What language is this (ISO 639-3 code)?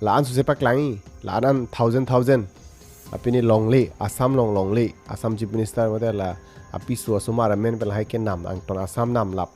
mjw